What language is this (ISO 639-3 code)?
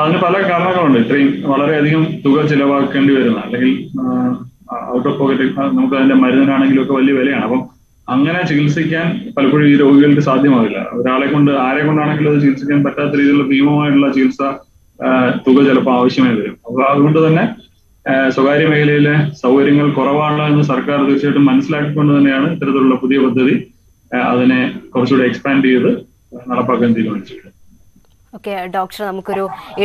mal